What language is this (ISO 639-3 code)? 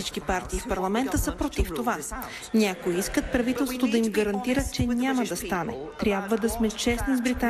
bul